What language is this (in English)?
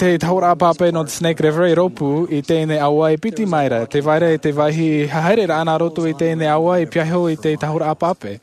Tahitian